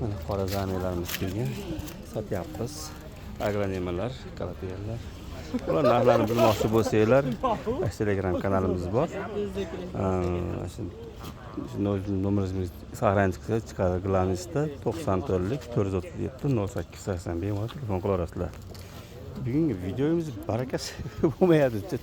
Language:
Uzbek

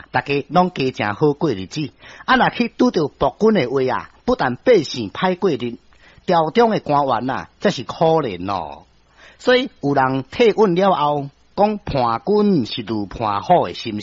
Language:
Min Nan Chinese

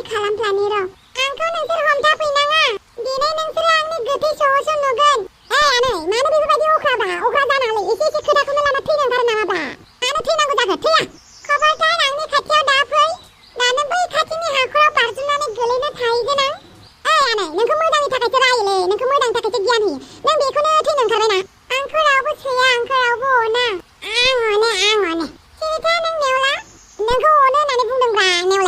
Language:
Bodo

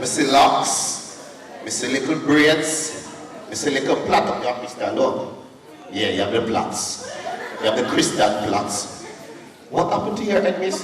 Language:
Jamaican Creole English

